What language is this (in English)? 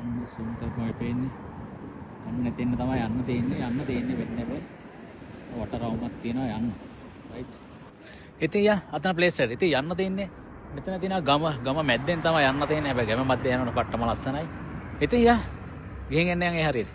Sinhala